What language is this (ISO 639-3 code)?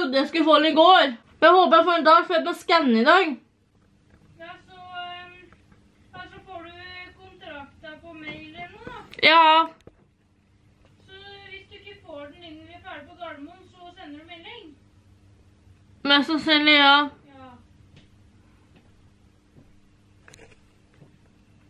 nor